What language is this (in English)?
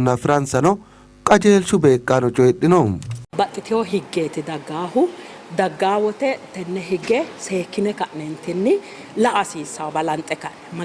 Sidamo